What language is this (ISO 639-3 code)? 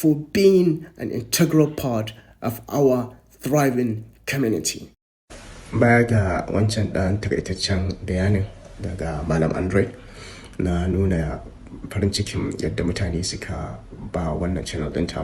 hau